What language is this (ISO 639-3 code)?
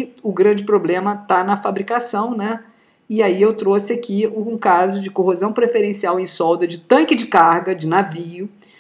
por